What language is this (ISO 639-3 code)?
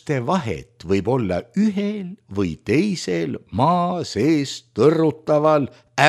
est